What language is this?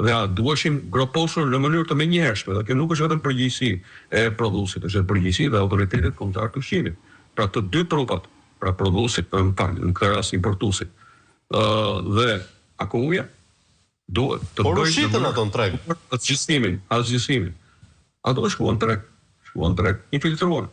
Albanian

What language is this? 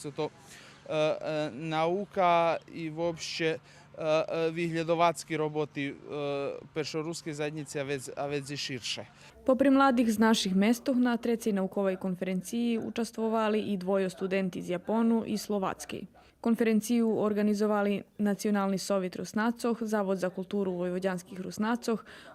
Rusyn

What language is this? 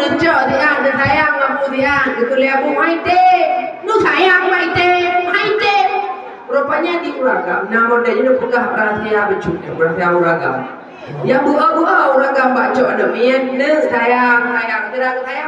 Achinese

